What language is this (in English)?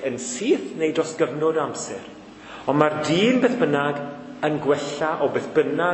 Welsh